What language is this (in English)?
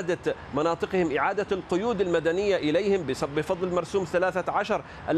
Arabic